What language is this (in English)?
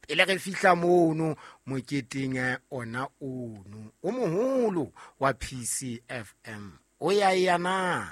Southern Sotho